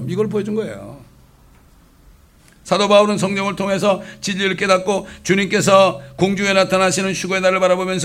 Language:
Korean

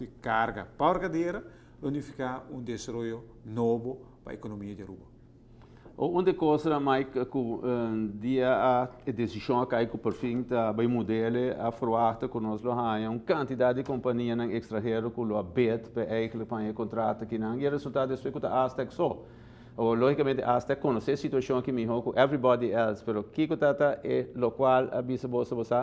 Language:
Papiamento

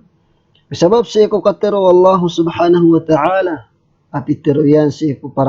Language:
Maranao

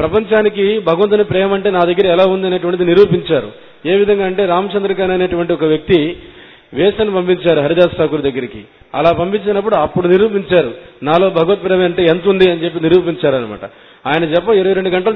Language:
Telugu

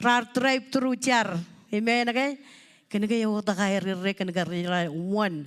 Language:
Marshallese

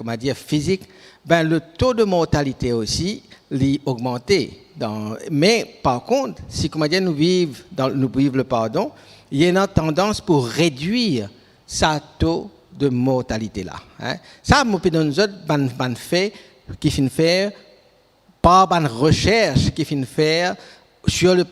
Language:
Morisyen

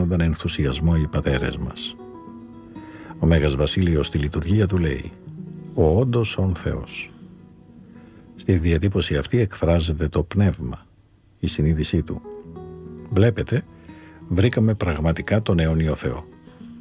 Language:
Greek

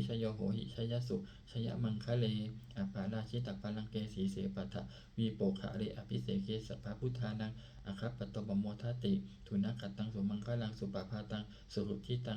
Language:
Pali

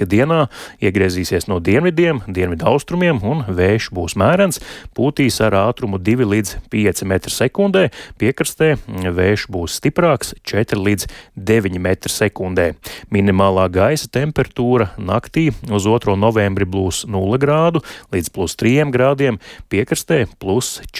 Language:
Latvian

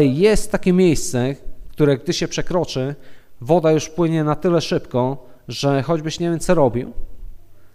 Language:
Polish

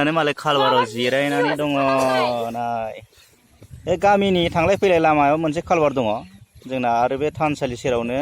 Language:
Bodo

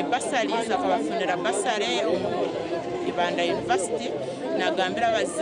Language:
Nyankole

